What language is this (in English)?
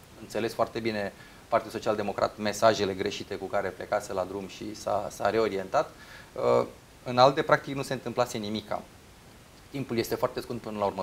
Romanian